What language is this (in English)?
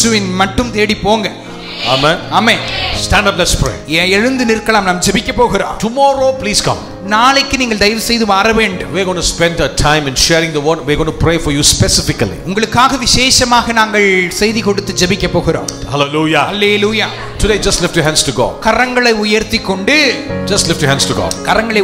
Tamil